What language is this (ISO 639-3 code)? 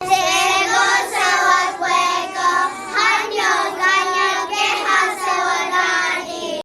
moh